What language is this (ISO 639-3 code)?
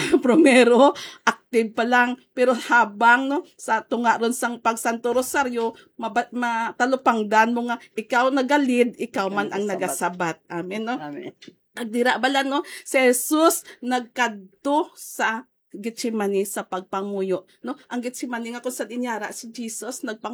hil